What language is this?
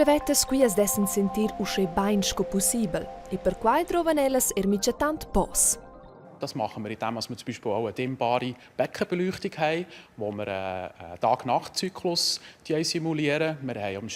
Romansh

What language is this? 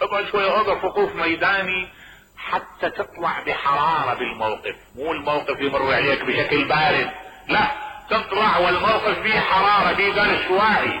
Mesopotamian Arabic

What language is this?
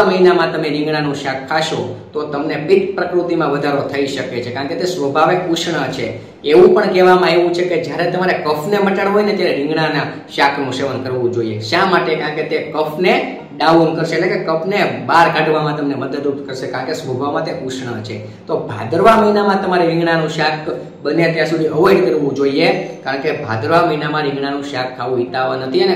Gujarati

